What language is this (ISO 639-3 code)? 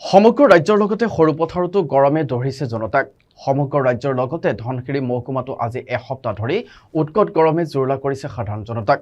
asm